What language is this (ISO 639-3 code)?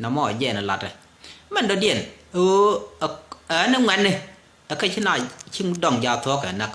nus